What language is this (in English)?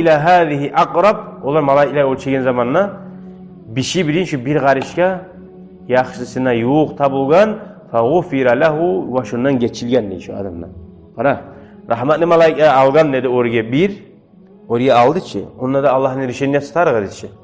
Kumyk